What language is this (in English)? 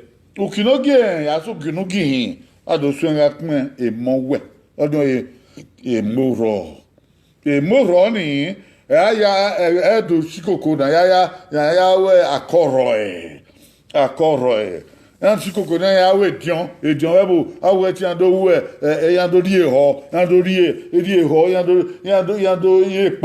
Bini